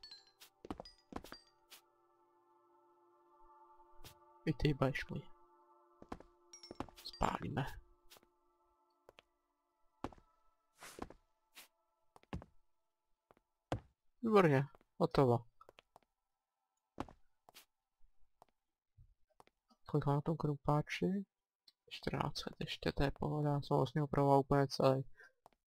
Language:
Czech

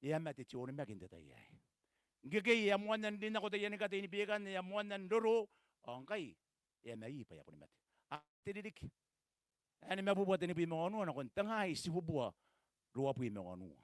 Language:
Gilbertese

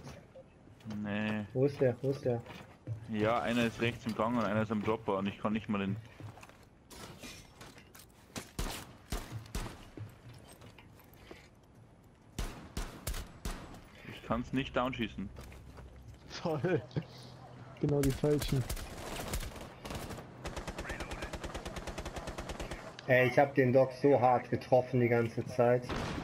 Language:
German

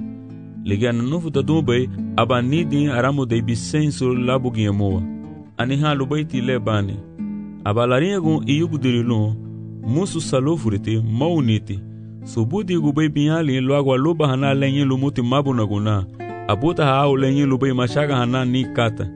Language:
Garifuna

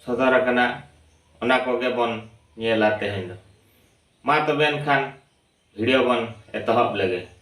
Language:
Santali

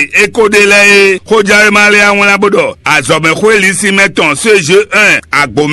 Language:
Fon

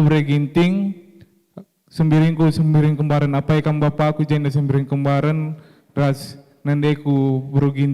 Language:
Batak Karo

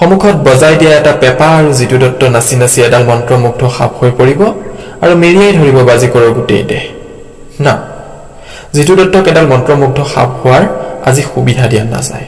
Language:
Assamese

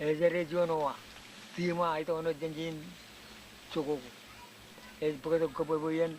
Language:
Marshallese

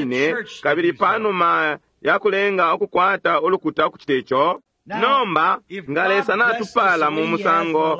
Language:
Bemba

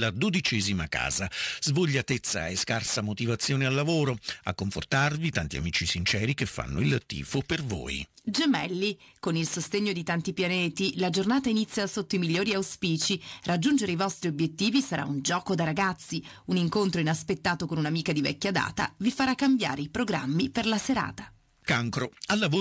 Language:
Italian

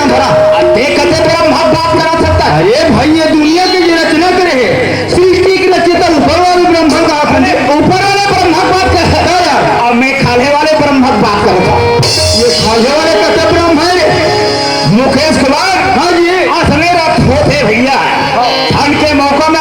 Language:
Chhattisgarhi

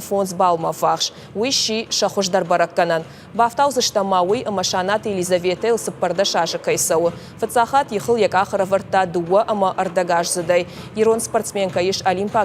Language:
Ossetic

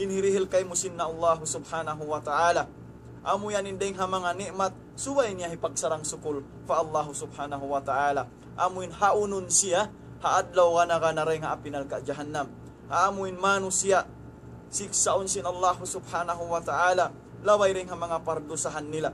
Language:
Tausug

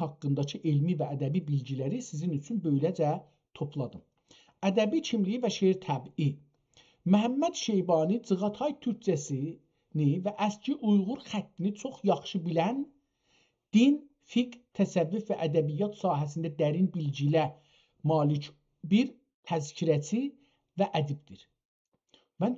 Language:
South Azerbaijani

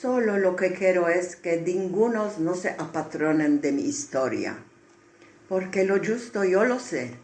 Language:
Ladino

